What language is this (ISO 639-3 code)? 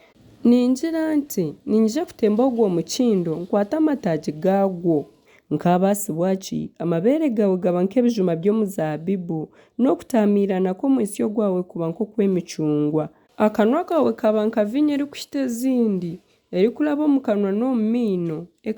nyn